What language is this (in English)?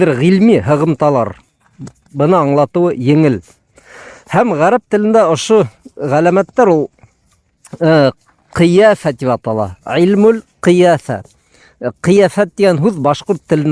Bashkir